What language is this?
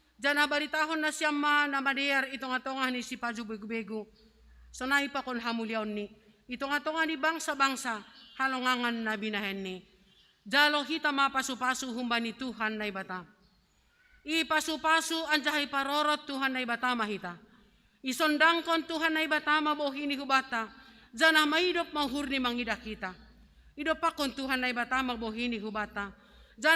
Batak Simalungun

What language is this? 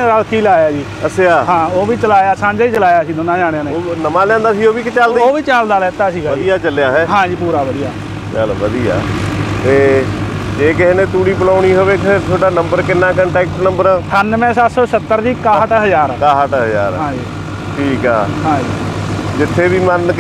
Punjabi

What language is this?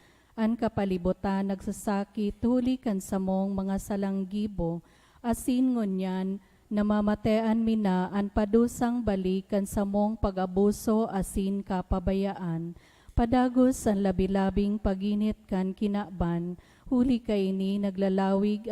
Bikol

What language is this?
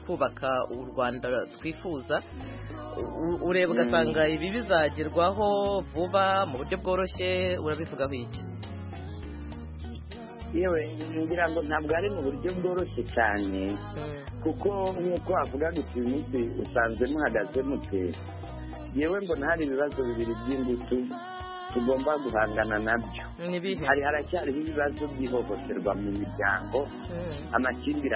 Kinyarwanda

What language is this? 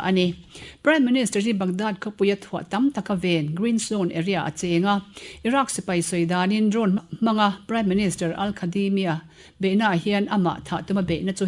Mizo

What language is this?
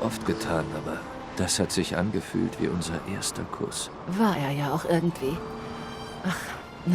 Swiss German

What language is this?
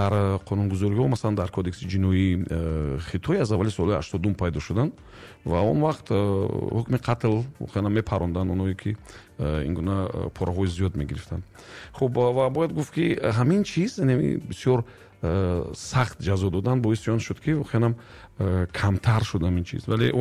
Tajik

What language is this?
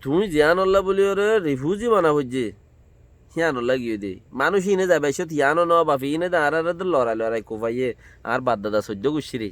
Rohingya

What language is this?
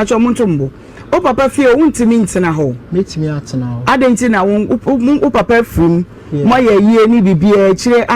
Akan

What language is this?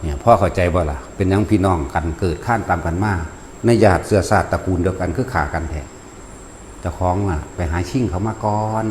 Lao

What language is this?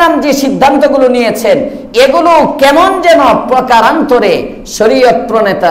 Bangla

